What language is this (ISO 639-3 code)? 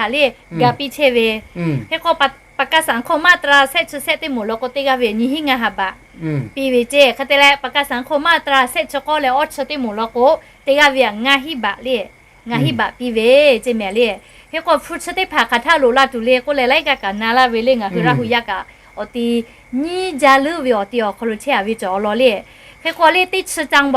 lhu